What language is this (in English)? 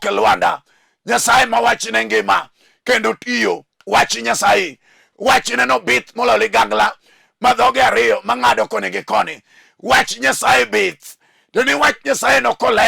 Luo (Kenya and Tanzania)